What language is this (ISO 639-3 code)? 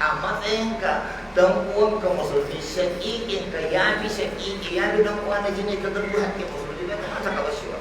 hau